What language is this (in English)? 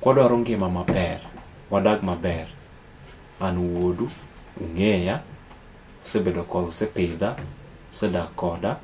Luo (Kenya and Tanzania)